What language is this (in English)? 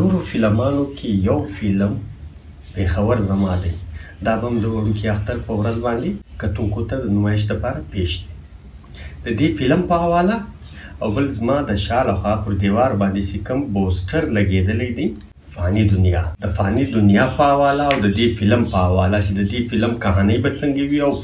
Pashto